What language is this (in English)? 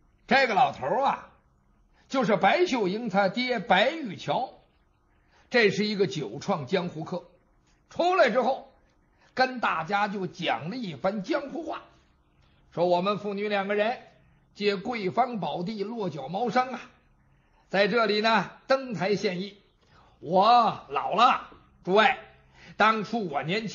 Chinese